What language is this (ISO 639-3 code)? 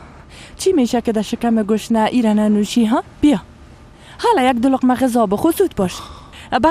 fas